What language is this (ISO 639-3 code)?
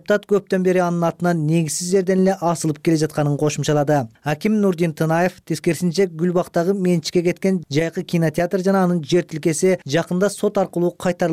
kir